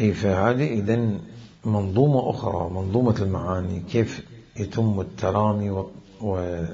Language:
Mesopotamian Arabic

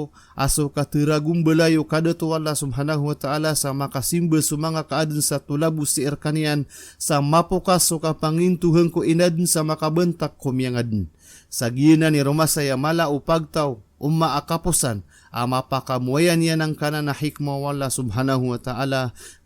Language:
Maranao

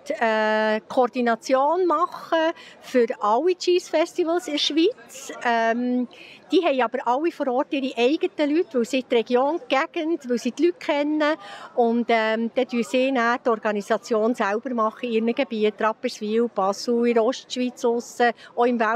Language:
Swiss German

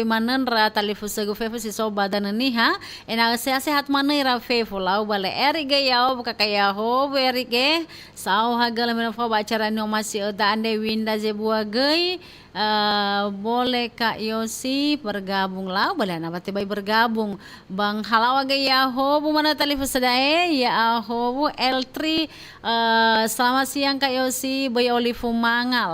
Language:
Nias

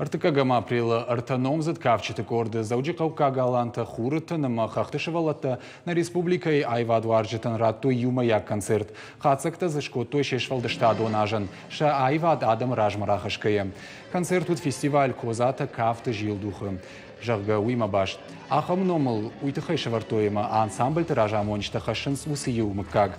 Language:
Ossetic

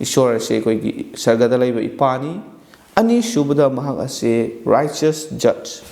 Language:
Manipuri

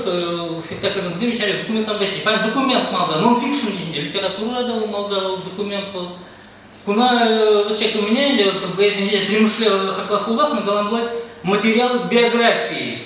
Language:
Chuvash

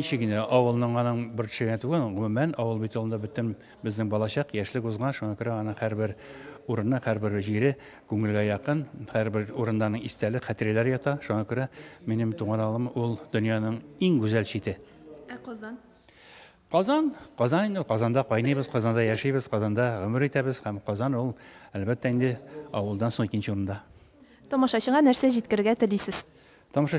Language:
Tatar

